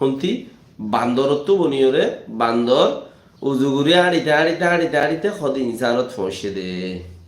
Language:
Rohingya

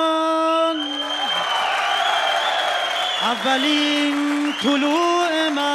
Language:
Persian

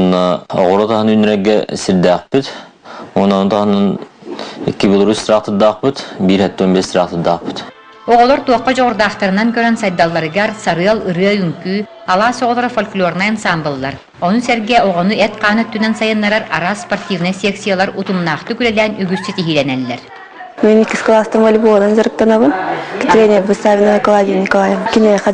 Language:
Yakut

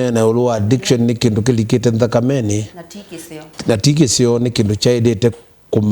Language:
Kamba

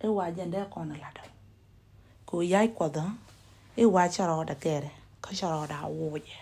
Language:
Nuer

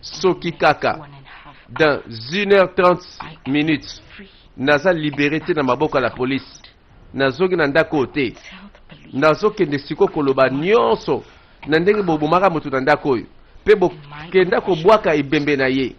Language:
Lingala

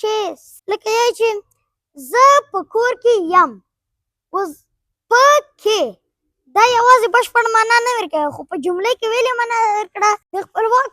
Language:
Pashto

